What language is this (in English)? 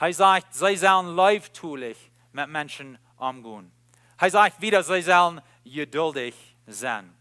Plautdietsch